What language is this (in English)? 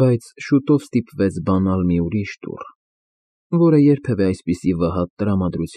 Armenian